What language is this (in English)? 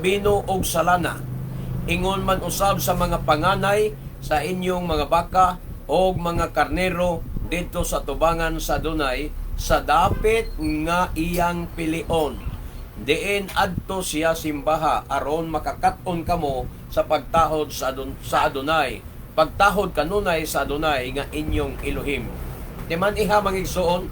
Cebuano